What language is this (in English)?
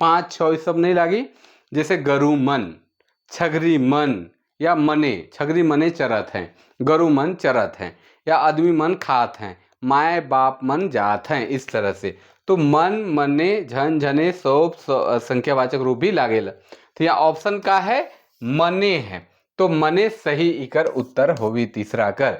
Sadri